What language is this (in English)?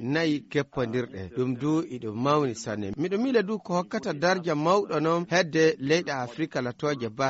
Fula